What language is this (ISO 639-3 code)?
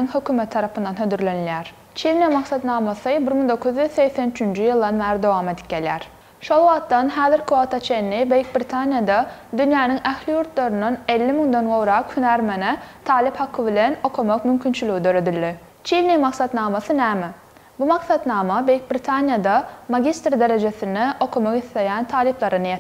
tuk